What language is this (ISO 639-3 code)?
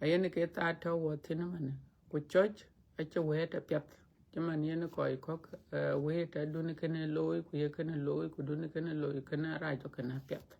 din